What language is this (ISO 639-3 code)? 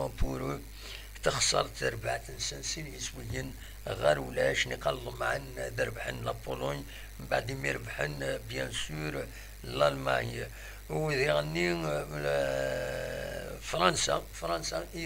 kab